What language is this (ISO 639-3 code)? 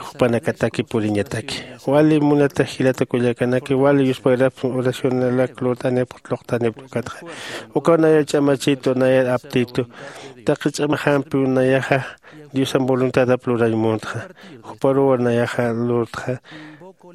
aym